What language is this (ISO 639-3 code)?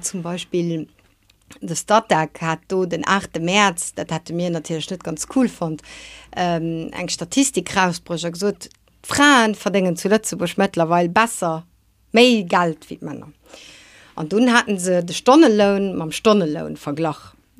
ltz